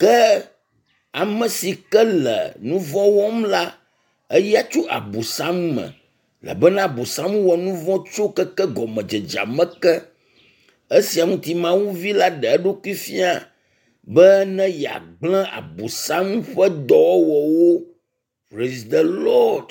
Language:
Ewe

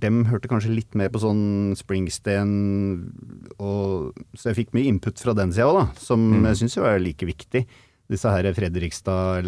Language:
Norwegian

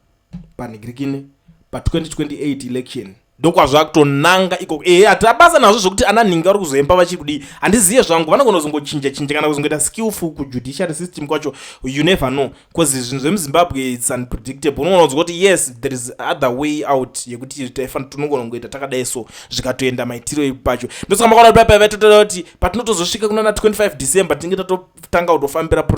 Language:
Shona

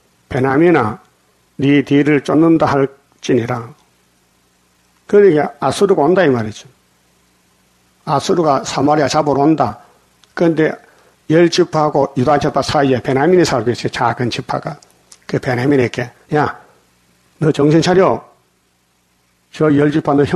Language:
Korean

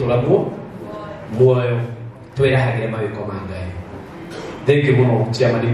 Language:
Kikuyu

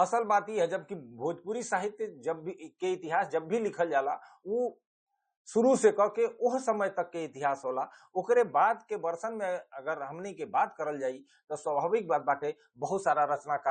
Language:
Bhojpuri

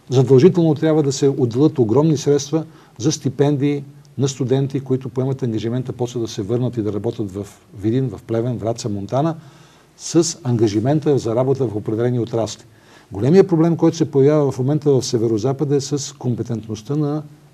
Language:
Bulgarian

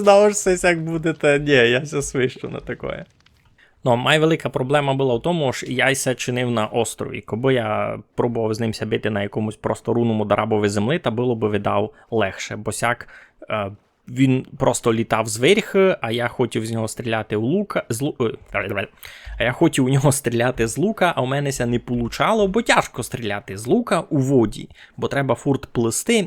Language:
Rusyn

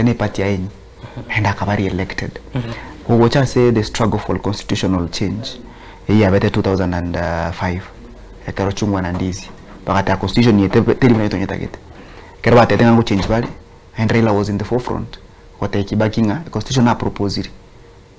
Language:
Gusii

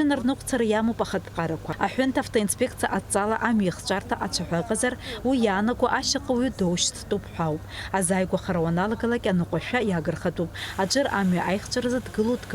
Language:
Abkhazian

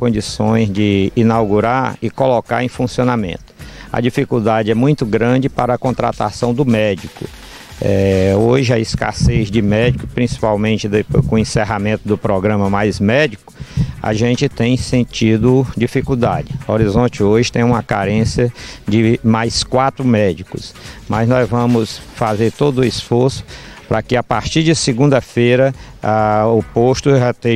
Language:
Portuguese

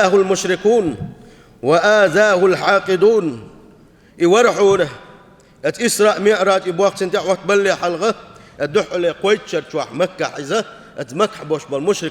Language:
Chechen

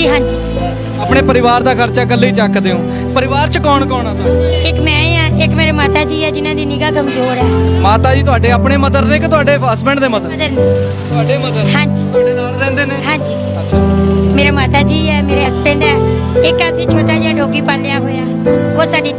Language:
Punjabi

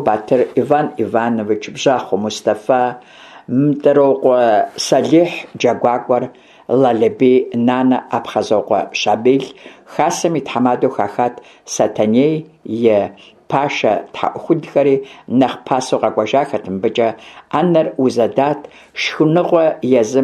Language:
Kabardian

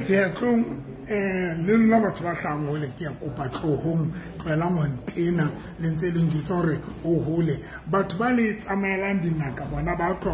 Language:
Southern Sotho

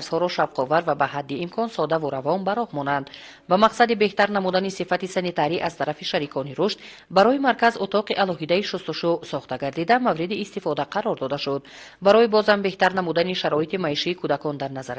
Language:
Tajik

